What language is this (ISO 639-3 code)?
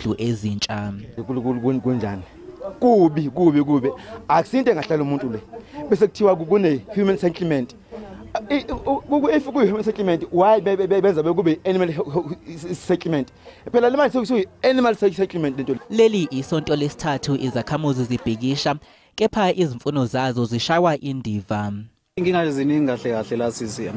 zul